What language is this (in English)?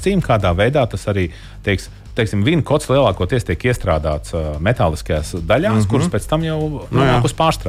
Latvian